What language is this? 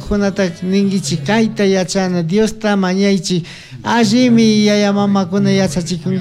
Chimborazo Highland Quichua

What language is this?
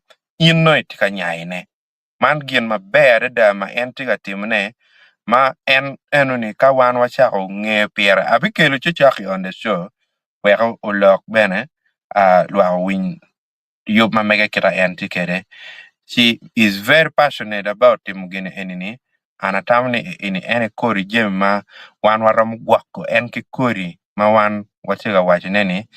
Acoli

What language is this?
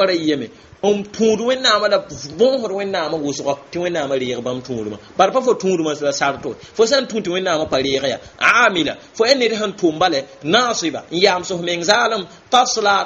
Mossi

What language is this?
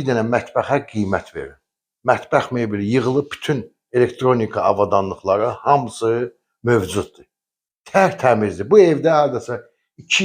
Azerbaijani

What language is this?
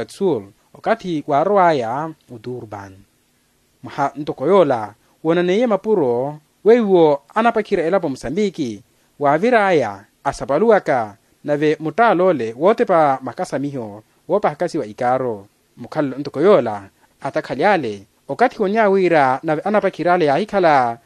Makhuwa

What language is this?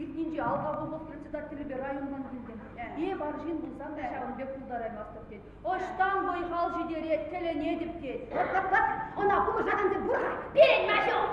Chuvash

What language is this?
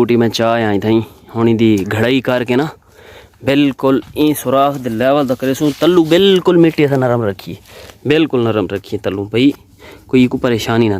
Saraiki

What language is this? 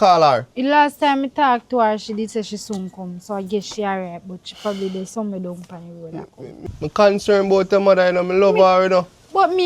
Jamaican Creole English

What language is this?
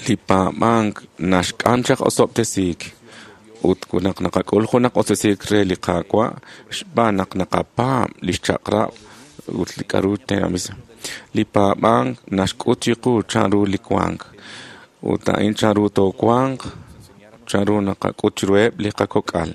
Kekchí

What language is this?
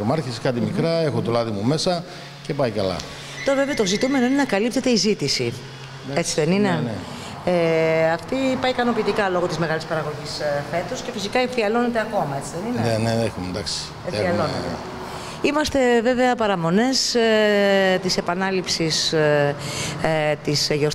Greek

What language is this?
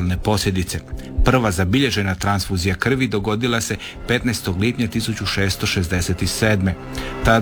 Croatian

